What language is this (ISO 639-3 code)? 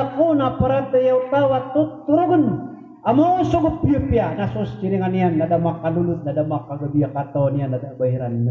mrw